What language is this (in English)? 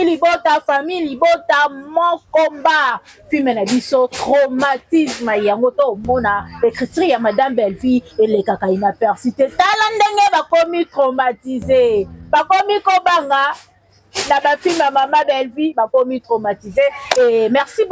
Lingala